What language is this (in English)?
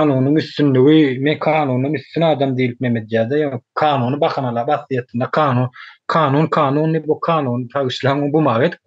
Turkmen